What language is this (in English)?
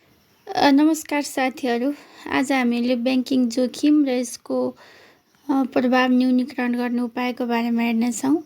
Nepali